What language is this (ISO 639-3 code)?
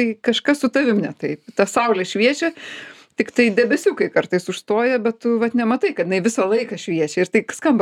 lit